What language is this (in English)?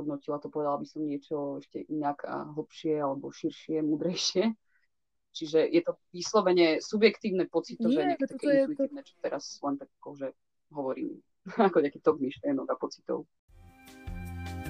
Slovak